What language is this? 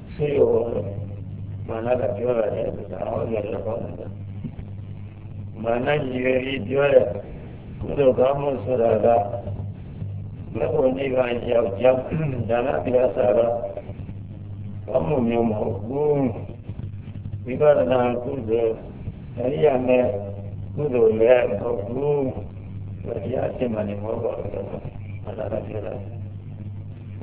Burmese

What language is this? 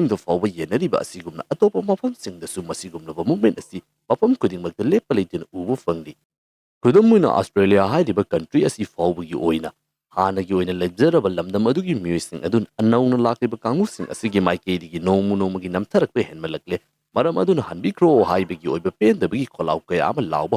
Manipuri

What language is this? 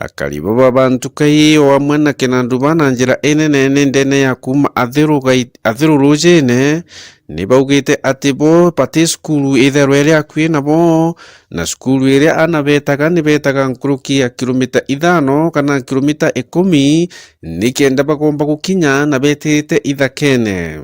Meru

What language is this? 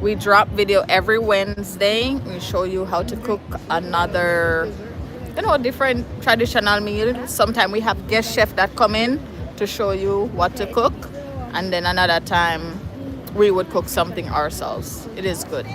Jamaican Creole English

